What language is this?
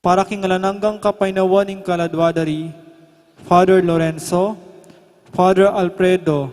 Pampanga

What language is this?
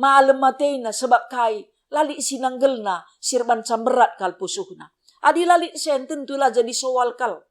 Batak Karo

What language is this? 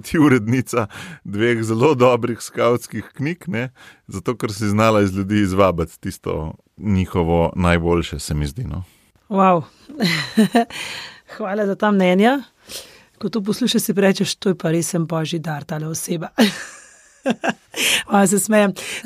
Slovenian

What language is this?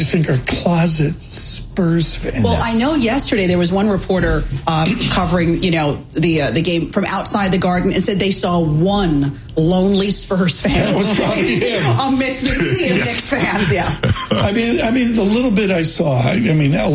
English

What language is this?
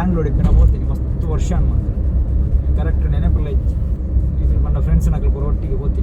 Tulu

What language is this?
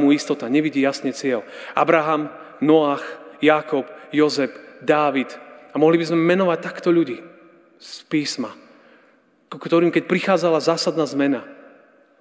Slovak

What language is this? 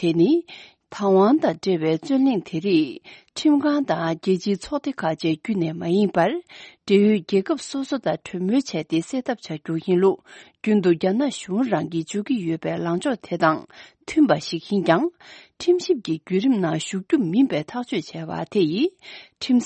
Tibetan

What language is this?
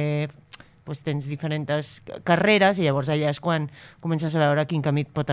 Catalan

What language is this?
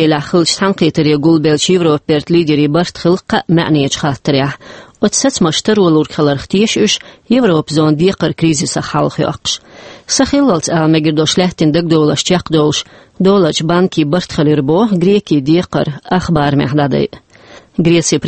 Chechen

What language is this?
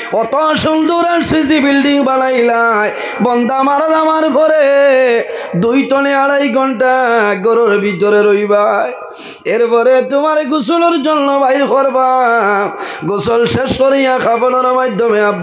Sylheti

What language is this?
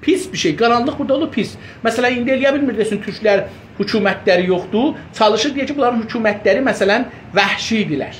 South Azerbaijani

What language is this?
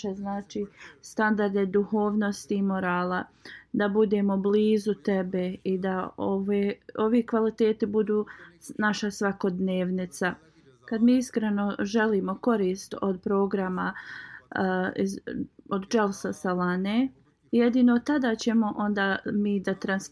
Bosnian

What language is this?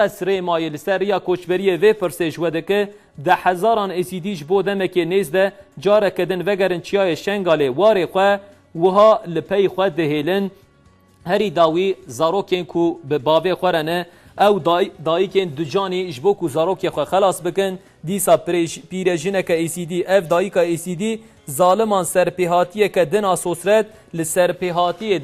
Kurdish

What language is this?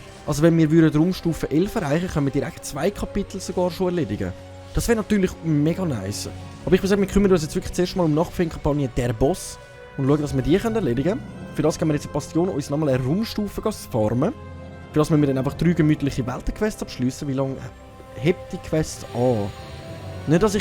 Swiss German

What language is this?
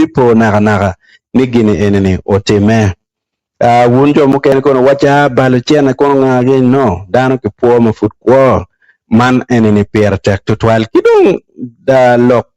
Acoli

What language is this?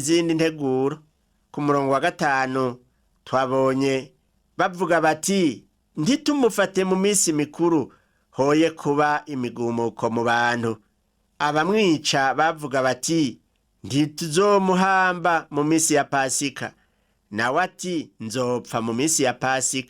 Rundi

